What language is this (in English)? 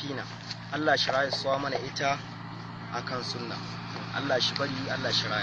Hausa